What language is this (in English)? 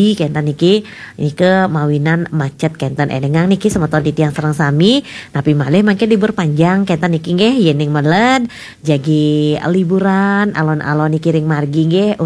Balinese